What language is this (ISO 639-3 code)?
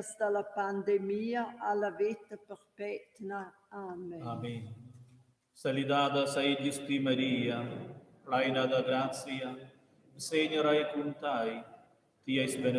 roh